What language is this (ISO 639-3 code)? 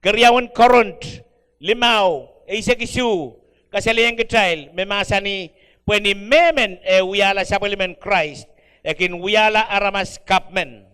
pon